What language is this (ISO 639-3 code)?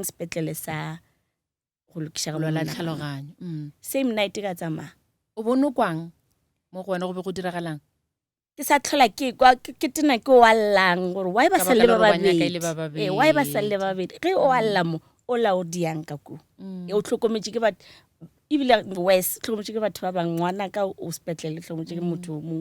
nso